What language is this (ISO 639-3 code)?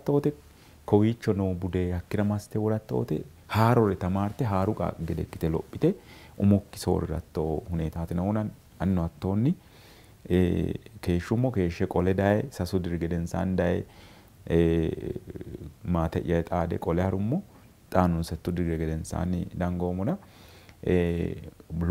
sid